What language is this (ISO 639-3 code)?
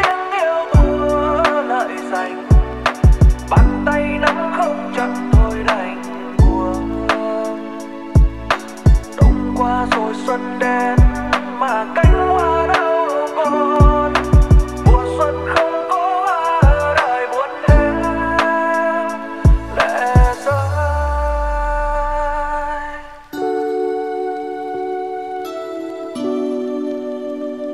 vie